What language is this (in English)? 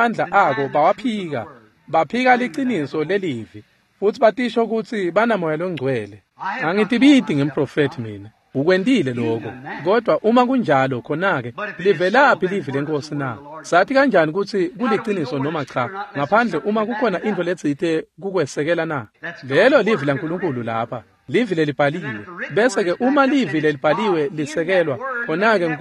Swati